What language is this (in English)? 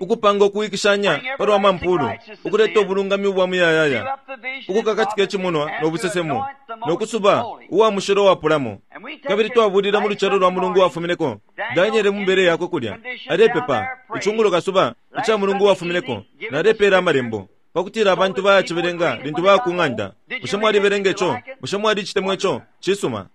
Bemba